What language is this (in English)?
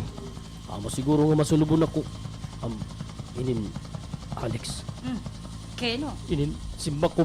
Waray